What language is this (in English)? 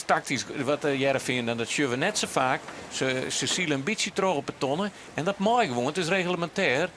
Western Frisian